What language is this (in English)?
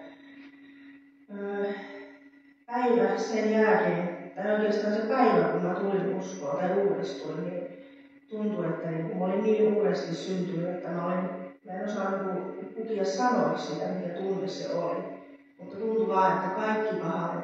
Finnish